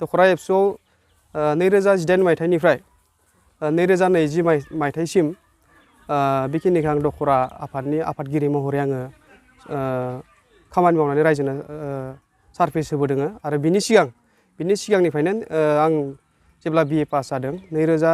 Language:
Bodo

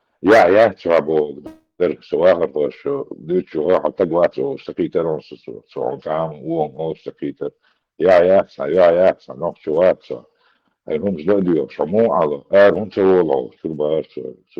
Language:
Chechen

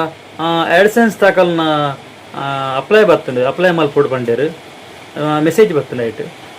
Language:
Tulu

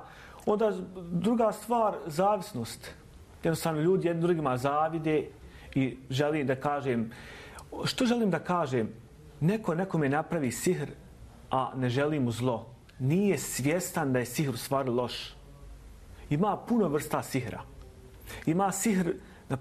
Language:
Bosnian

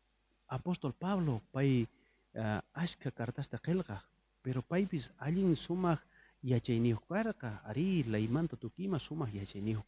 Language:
South Bolivian Quechua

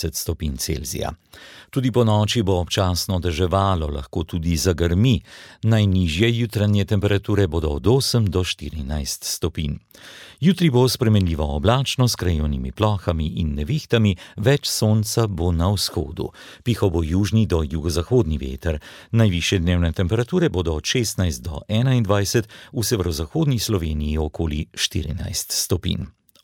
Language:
Slovenian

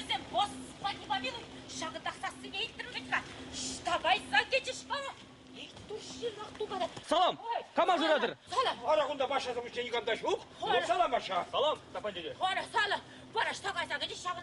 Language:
Chuvash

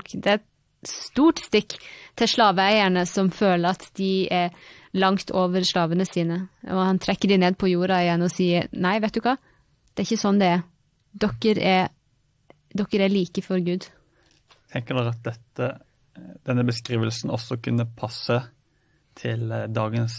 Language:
Norwegian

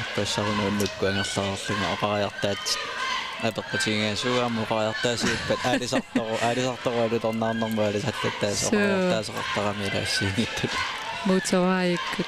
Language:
Kalaallisut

